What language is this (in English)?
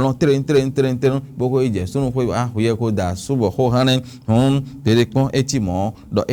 Fon